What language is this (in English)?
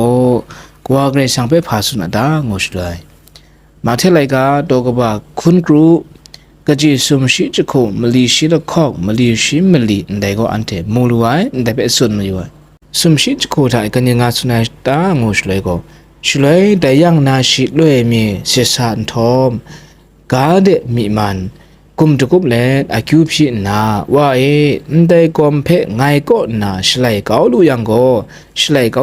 Kachin